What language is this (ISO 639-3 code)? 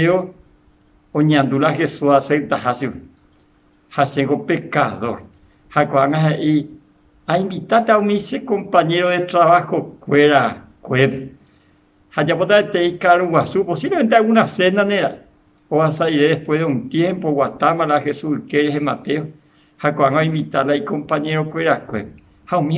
grn